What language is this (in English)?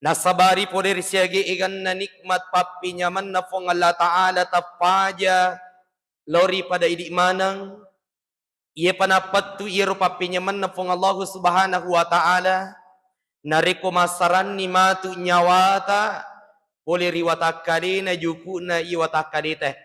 Buginese